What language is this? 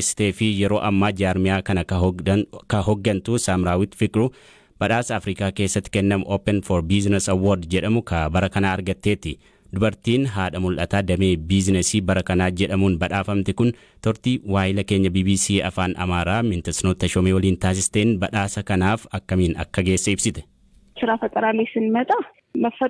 Oromo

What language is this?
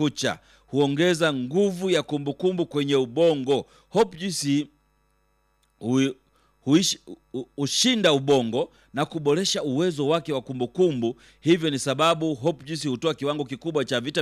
Swahili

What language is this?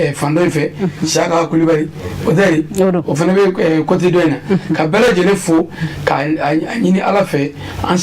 Bambara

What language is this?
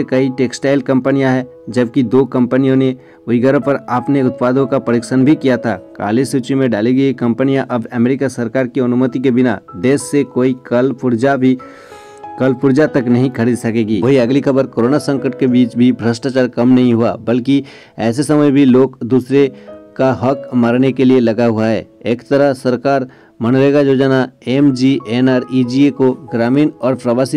Hindi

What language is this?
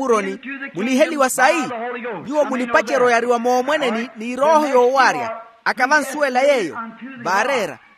Makhuwa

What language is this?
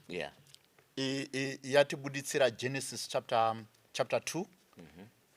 Shona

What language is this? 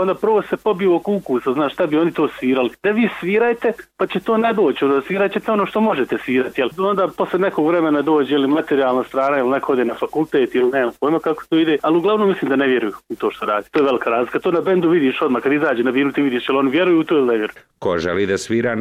Bosnian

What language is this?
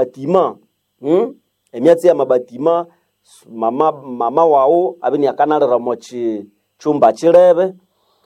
Nande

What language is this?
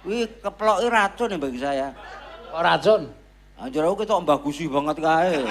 Javanese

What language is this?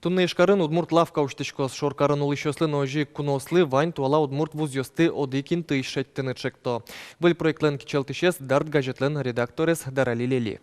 Udmurt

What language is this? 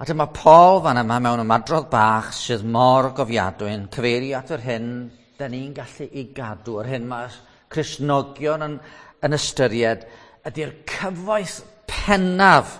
Welsh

